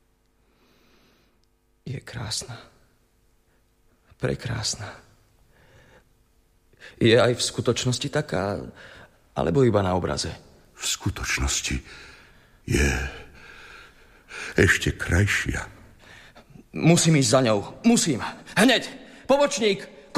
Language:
Slovak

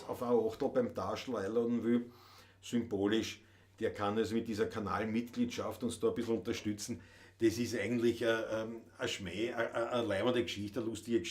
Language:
Bavarian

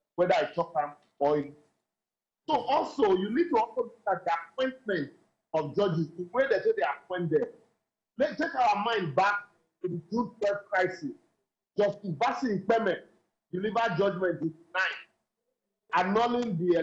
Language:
Nigerian Pidgin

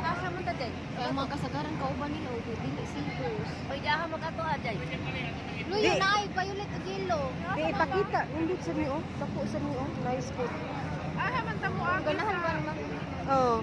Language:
Cebuano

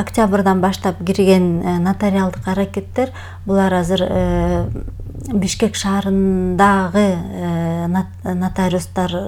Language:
Kyrgyz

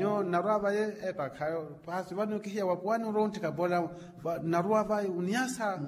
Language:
Makhuwa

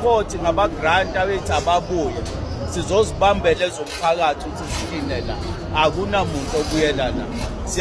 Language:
Zulu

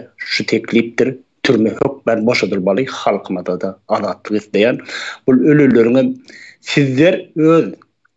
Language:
Turkmen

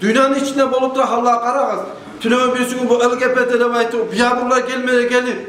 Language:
Kumyk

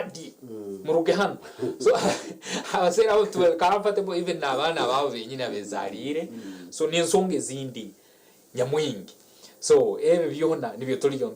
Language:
Nyankole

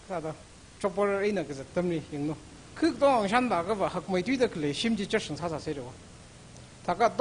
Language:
Tangkhul Naga (India)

